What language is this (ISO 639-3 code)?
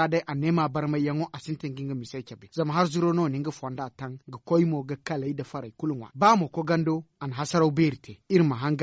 dje